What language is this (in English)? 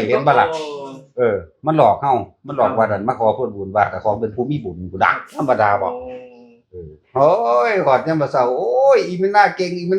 Northeastern Thai